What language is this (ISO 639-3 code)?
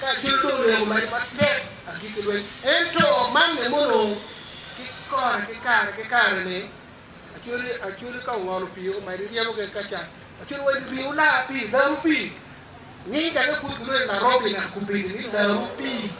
ach